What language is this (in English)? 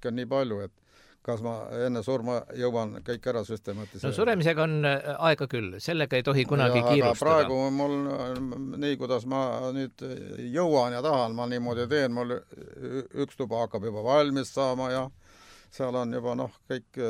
Estonian